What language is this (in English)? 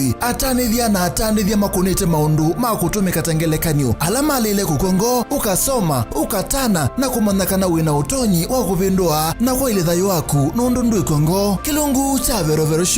Kamba